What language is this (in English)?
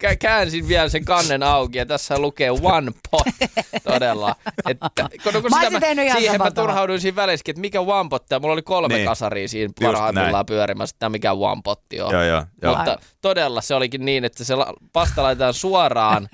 Finnish